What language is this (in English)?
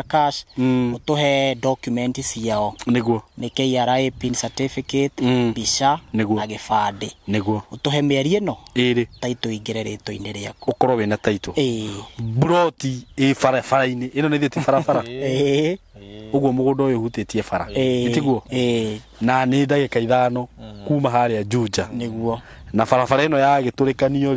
Kikuyu